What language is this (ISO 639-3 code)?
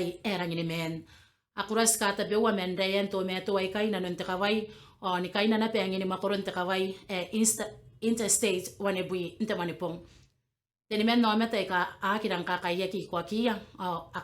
gil